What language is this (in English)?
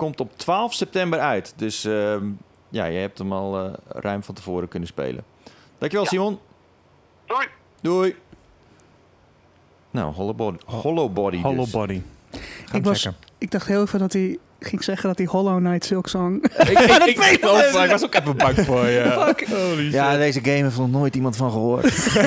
Dutch